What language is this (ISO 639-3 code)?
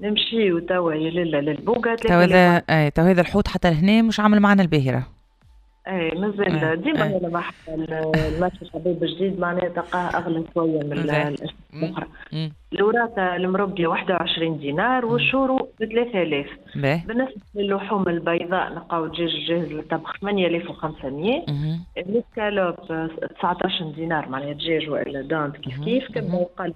aeb